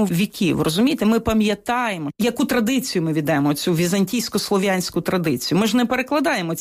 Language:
Ukrainian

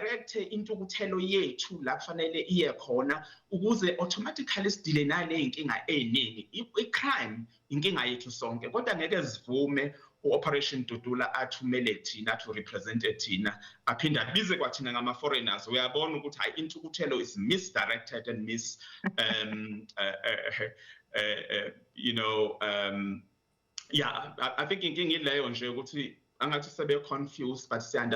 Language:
Zulu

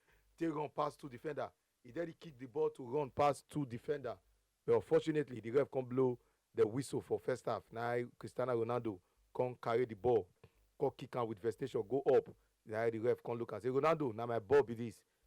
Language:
Nigerian Pidgin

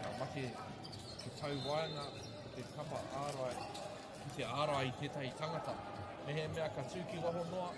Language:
Māori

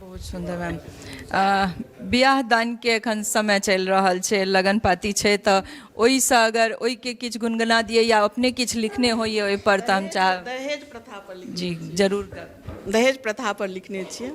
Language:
Maithili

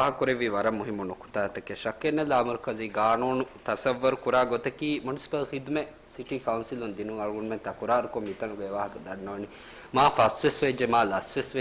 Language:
Divehi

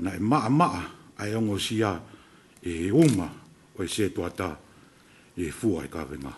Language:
Tongan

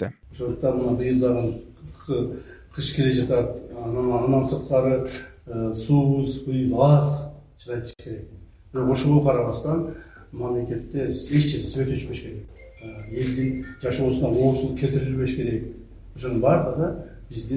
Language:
Kyrgyz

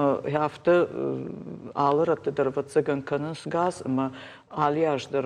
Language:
Ossetic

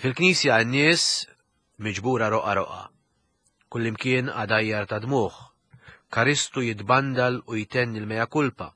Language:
Maltese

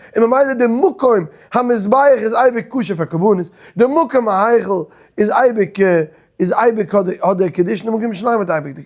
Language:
Yiddish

